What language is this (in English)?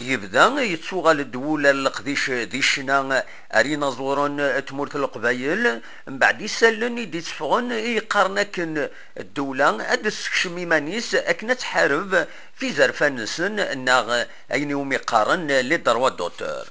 Kabyle